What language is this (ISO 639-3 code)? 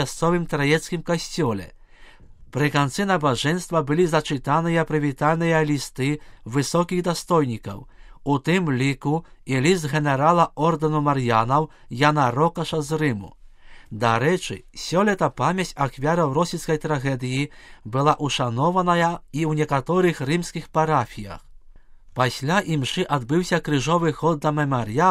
bel